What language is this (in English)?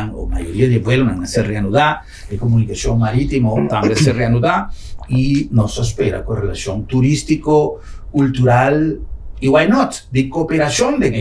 Papiamento